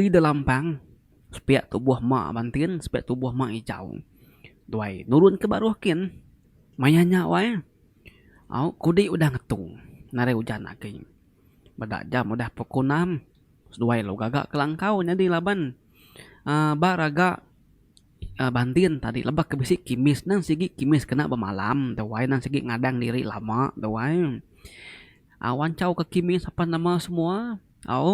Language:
Iban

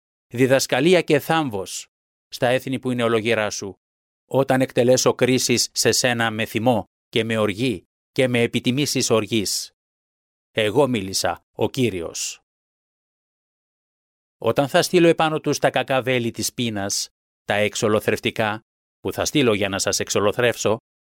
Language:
Greek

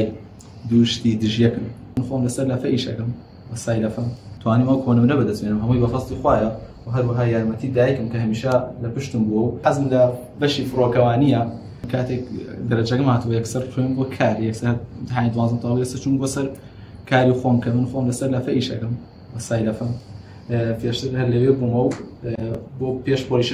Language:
Central Kurdish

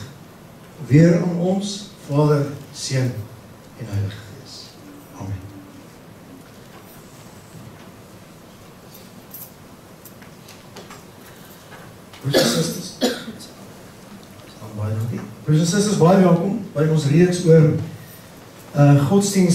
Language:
Afrikaans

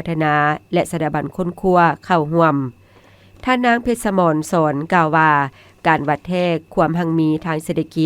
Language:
Lao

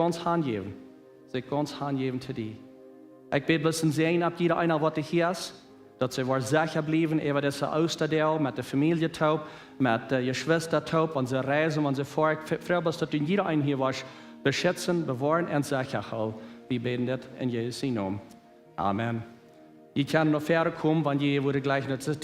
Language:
Plautdietsch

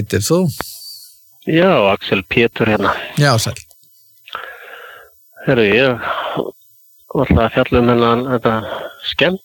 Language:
Icelandic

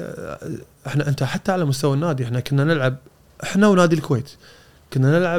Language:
Gulf Arabic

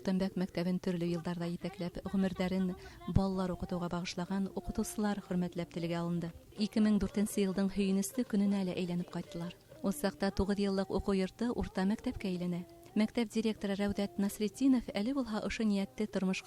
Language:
Bashkir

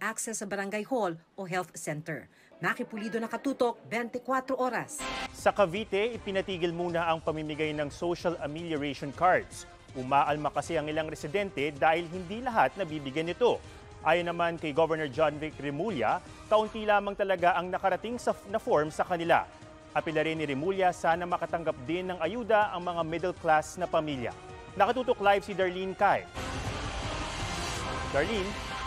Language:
Filipino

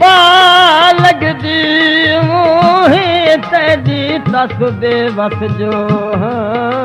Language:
Saraiki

